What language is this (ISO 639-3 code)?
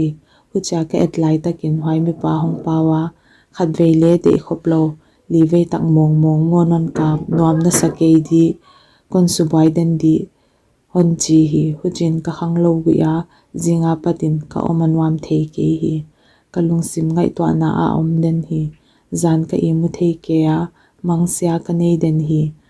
pck